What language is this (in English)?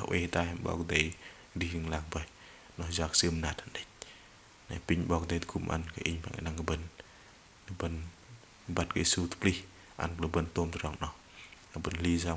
Bahnar